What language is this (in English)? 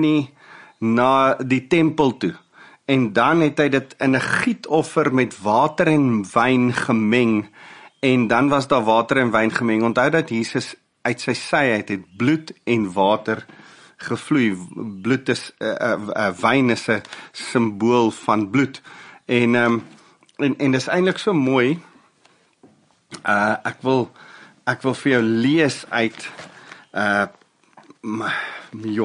Afrikaans